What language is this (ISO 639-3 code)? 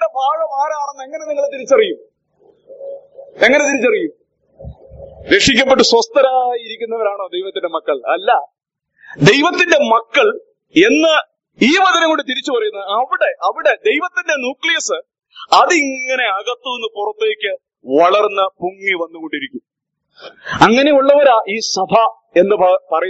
mal